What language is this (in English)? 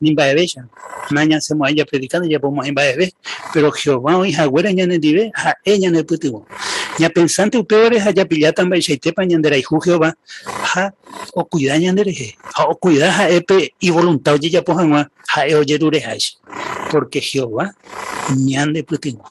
Guarani